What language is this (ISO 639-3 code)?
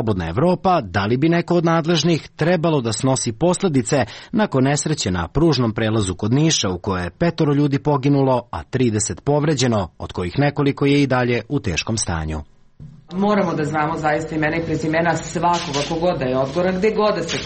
srp